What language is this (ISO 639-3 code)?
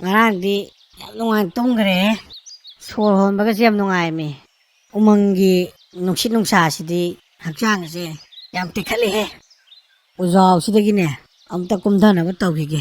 mni